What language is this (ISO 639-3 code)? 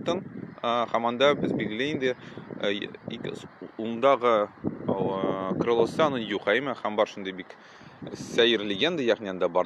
tat